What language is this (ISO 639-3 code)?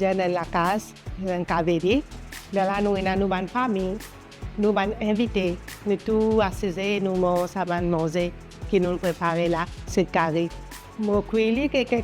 mfe